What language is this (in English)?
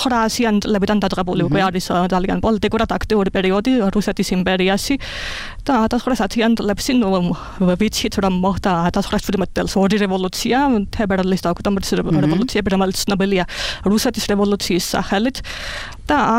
Georgian